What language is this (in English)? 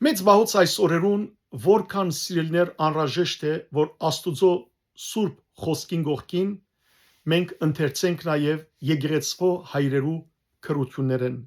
Western Armenian